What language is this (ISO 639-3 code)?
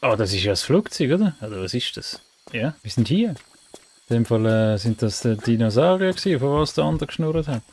gsw